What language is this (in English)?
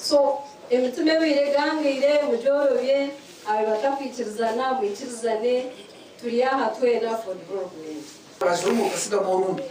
Nyankole